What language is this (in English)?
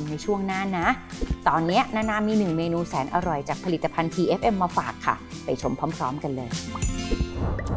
Thai